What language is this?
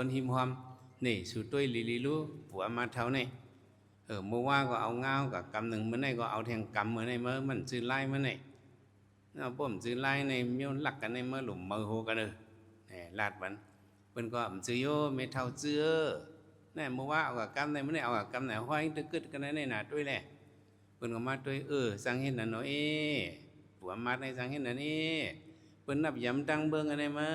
Shan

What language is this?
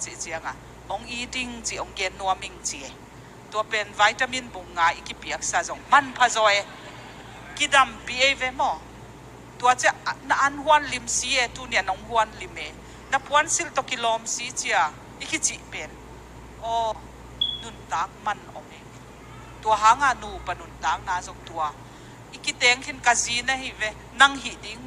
Tedim Chin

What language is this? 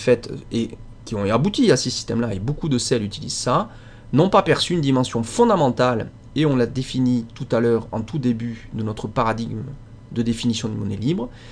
French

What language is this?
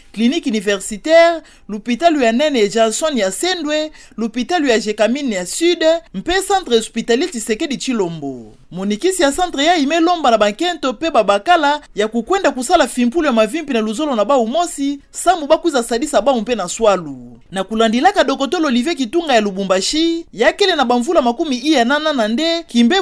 Kituba (Democratic Republic of Congo)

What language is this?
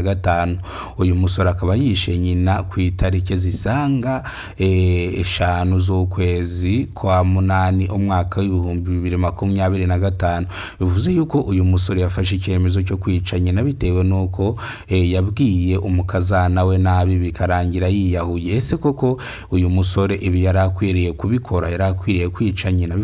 Kinyarwanda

